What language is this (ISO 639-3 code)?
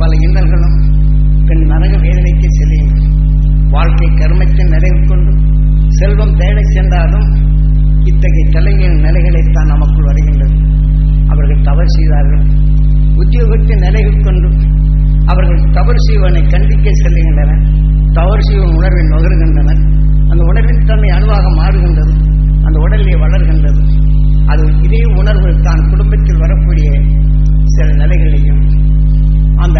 tam